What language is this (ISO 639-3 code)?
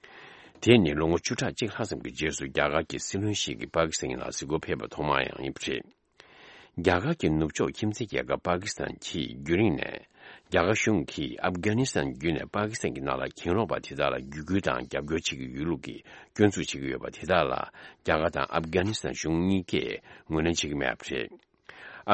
bod